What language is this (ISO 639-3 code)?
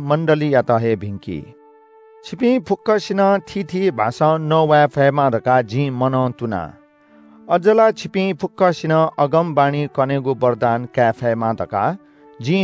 new